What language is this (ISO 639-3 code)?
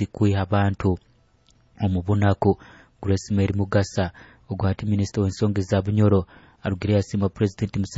nyo